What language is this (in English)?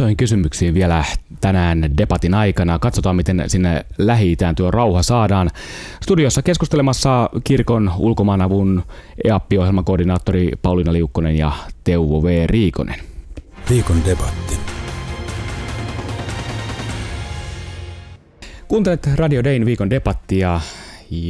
Finnish